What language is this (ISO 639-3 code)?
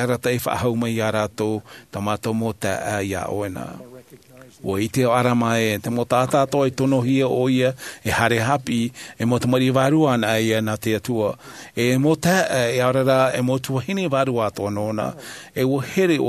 tah